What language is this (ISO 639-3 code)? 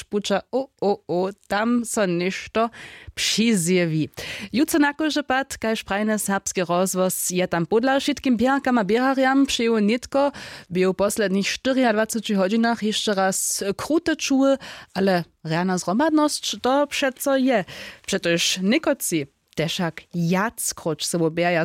hsb